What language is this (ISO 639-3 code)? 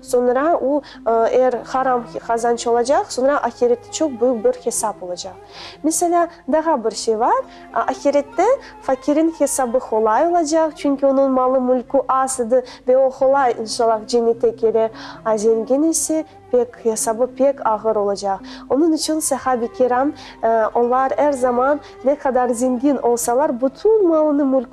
crh